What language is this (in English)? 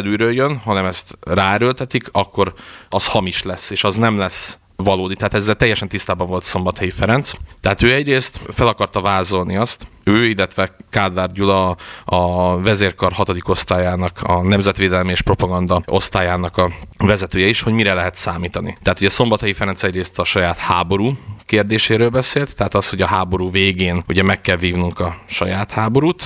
Hungarian